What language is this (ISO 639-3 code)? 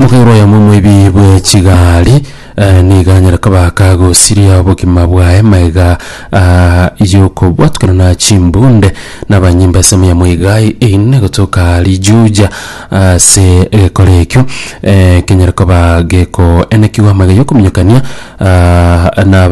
guz